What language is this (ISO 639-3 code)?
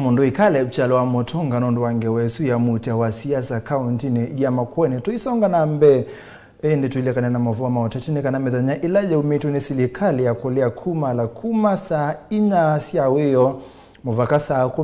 kam